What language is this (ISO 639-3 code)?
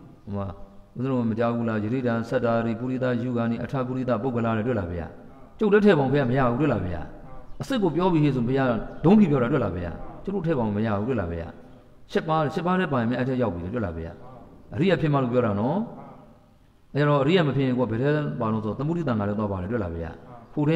mya